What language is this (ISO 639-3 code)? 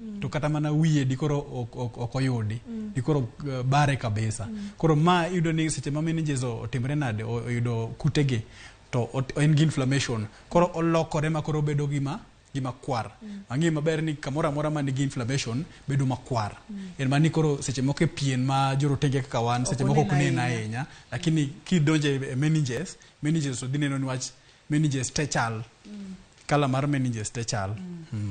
luo